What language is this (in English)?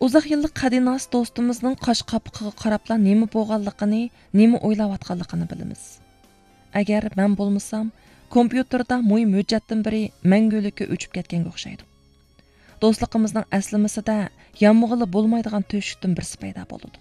Uyghur